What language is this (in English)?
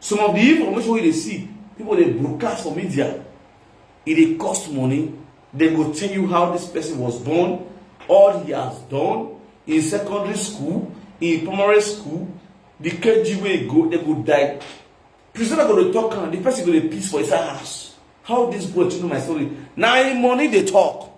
Nigerian Pidgin